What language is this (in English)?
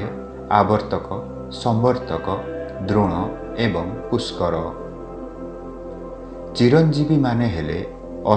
Odia